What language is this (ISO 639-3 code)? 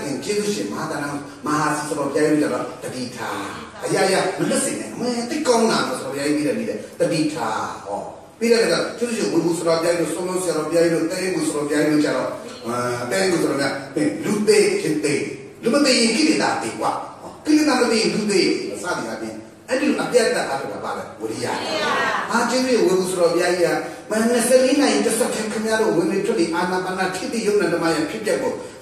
mya